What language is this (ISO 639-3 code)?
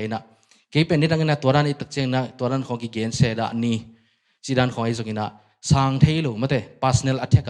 ctd